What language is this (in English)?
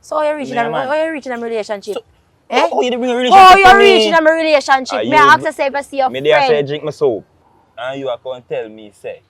Jamaican Creole English